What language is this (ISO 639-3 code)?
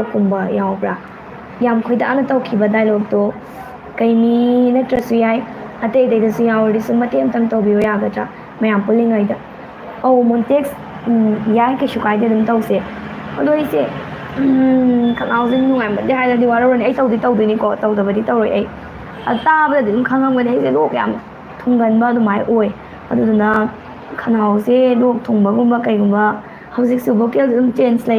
mni